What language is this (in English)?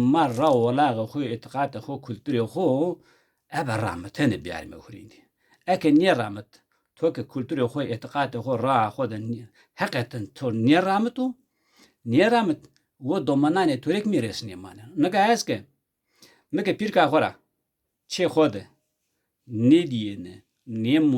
Zaza